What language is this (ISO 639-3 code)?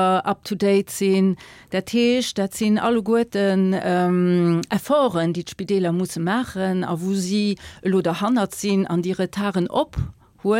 ltz